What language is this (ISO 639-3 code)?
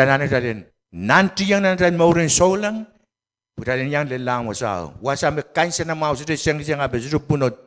pon